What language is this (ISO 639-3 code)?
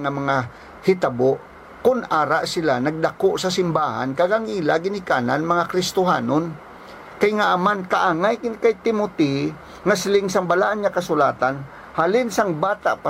hil